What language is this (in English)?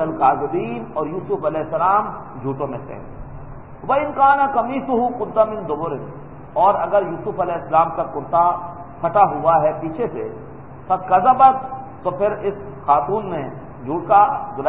Urdu